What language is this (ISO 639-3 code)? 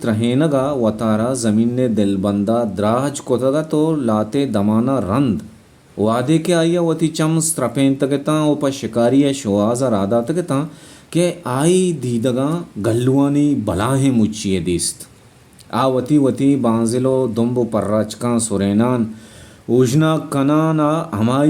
bal